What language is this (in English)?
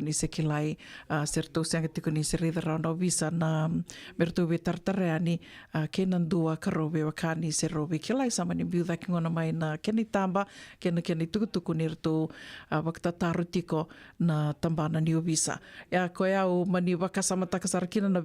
Fijian